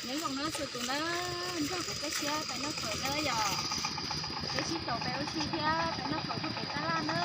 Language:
Hmong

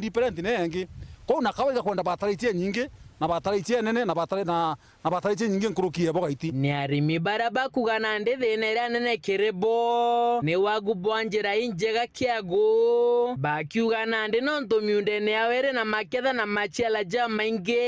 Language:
Meru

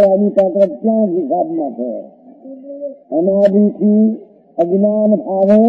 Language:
Gujarati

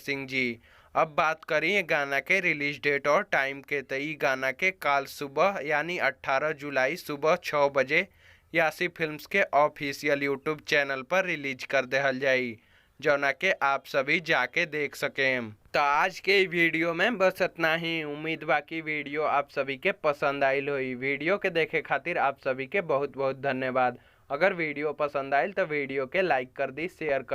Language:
Bhojpuri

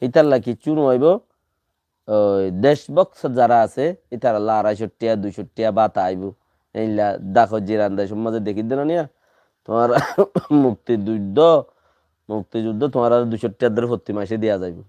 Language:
Rohingya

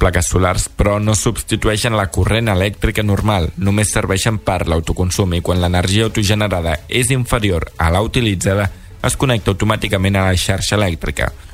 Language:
Catalan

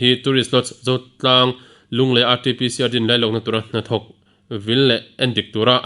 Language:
Mizo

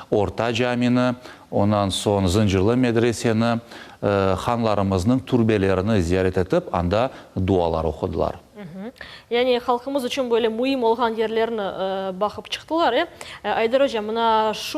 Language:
Crimean Tatar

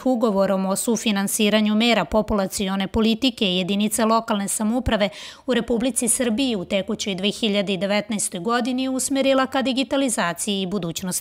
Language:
Serbian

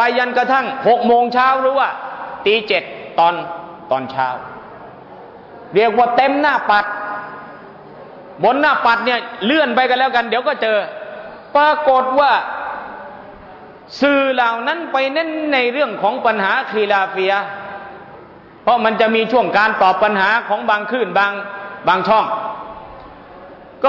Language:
Thai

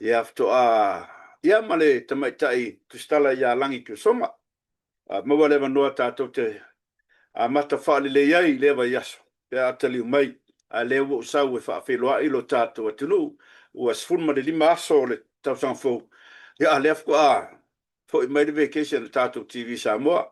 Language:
Samoan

